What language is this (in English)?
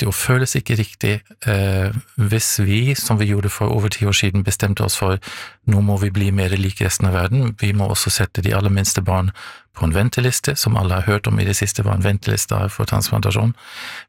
Norwegian